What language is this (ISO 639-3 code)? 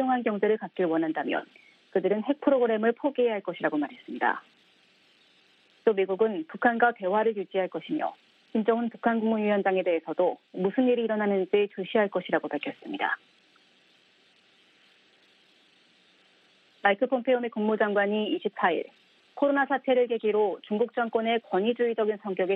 kor